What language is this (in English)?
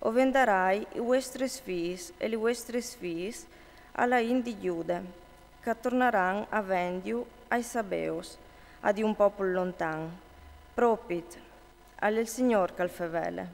Friulian